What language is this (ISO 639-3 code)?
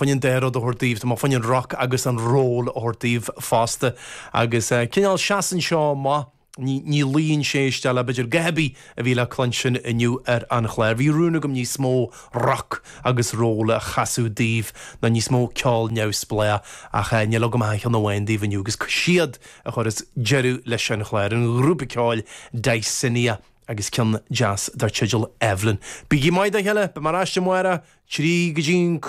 gle